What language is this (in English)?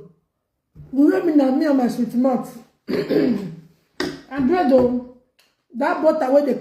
Nigerian Pidgin